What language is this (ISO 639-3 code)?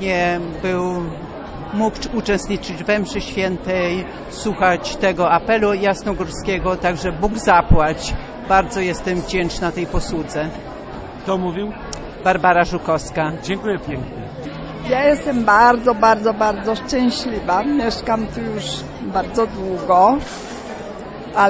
pol